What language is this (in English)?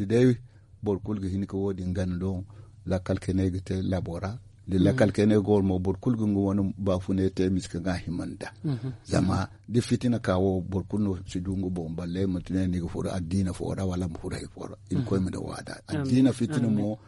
Zarma